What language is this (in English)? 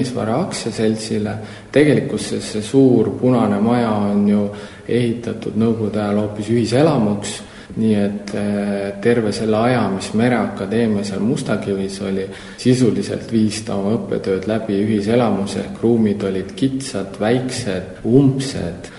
Estonian